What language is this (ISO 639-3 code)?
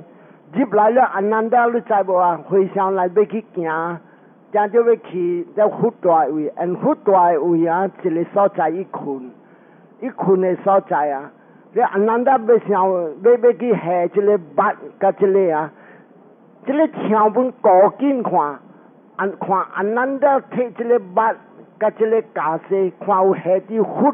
nan